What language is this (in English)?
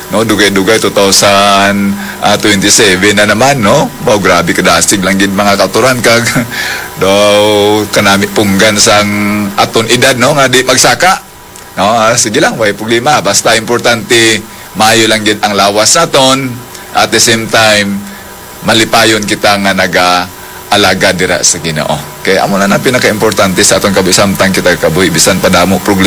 Hiligaynon